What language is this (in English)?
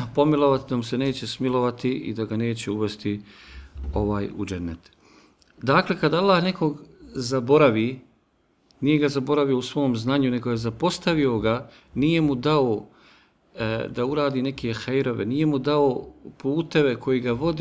Bosnian